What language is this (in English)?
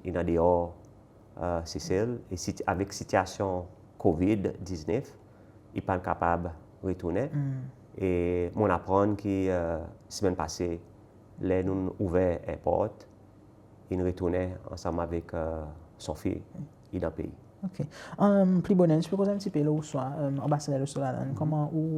Seselwa Creole French